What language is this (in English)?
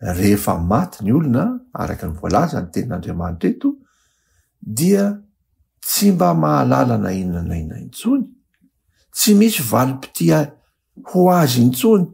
Malagasy